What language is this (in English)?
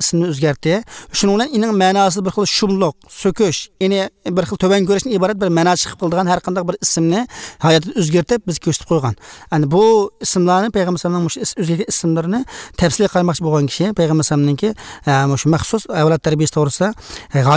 Uyghur